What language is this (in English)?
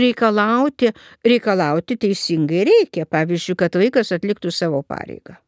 Lithuanian